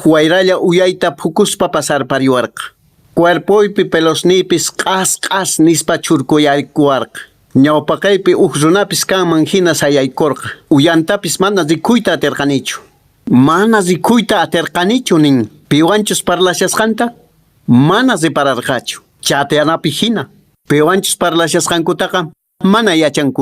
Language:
Quechua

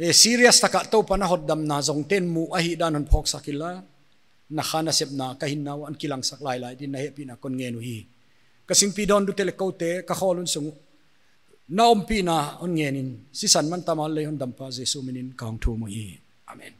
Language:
Paite Chin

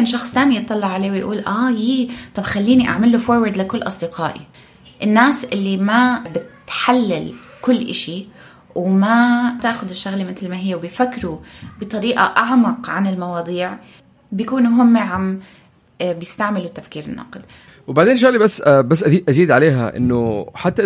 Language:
North Levantine Arabic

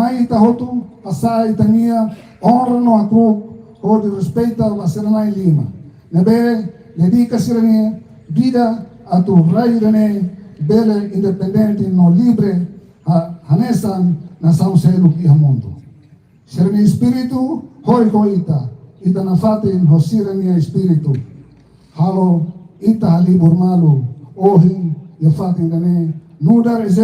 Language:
Tetum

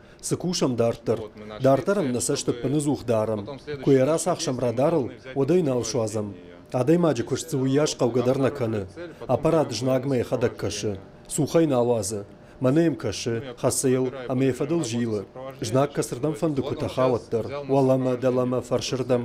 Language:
Ossetic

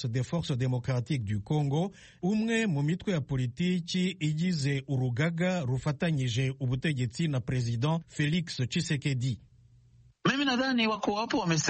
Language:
Kinyarwanda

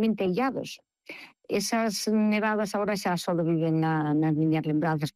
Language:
Galician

